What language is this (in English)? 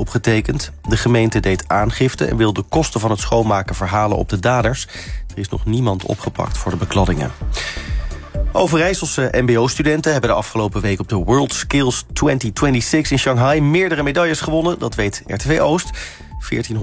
Dutch